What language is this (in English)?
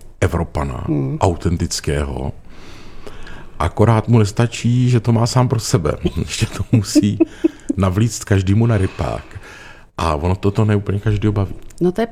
Czech